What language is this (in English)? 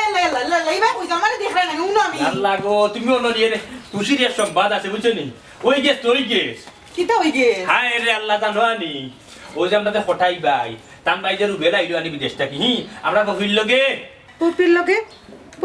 Sylheti